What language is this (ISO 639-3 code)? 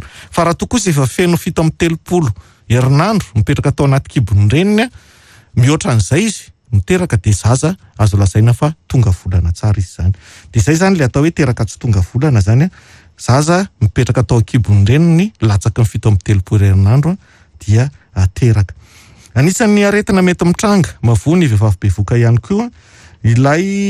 mlg